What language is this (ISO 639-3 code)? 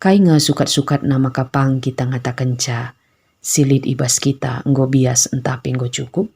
btx